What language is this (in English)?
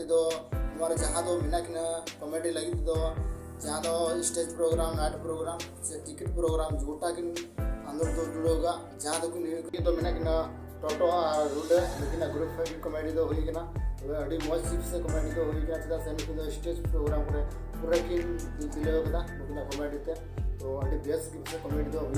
Santali